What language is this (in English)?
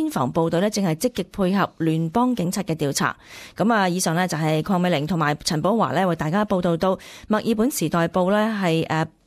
Cantonese